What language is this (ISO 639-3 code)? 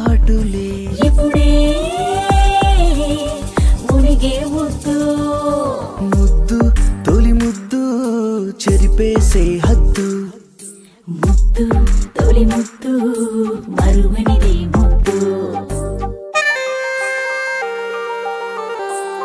tel